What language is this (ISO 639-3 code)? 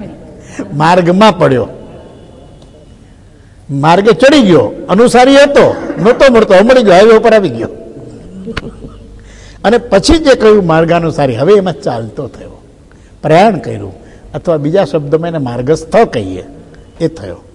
guj